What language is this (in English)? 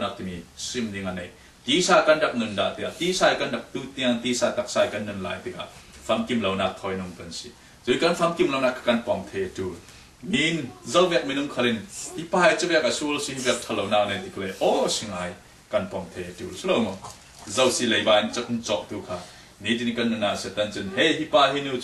Falam Chin